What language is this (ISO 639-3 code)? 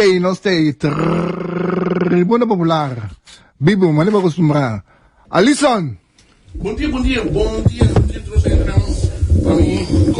pap